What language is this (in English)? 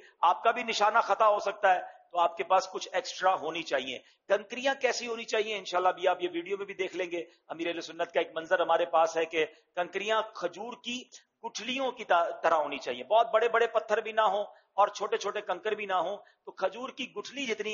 Urdu